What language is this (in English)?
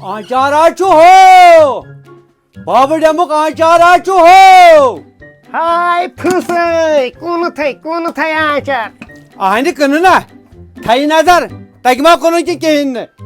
Kashmiri